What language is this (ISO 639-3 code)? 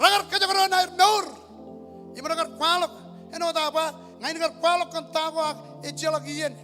mah